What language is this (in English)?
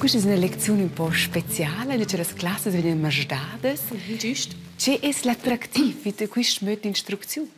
Romansh